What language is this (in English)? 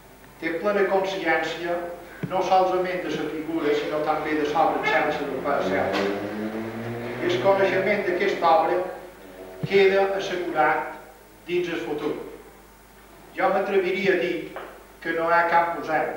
Catalan